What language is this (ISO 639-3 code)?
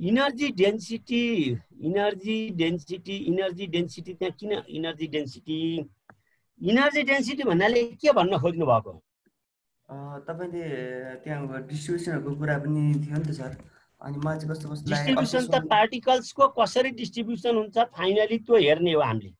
nep